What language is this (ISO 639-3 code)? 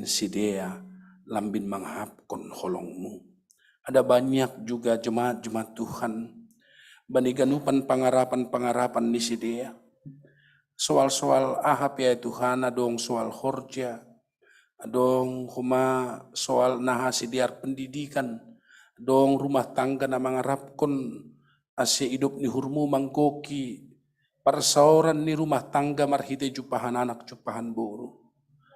bts